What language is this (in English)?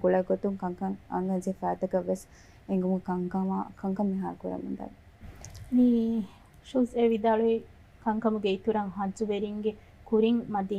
Divehi